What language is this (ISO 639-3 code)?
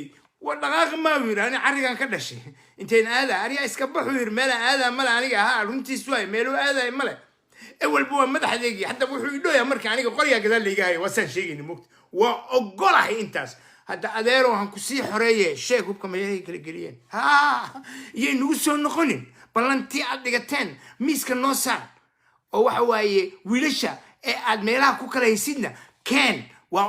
som